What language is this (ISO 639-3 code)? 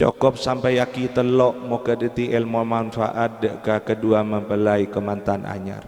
mad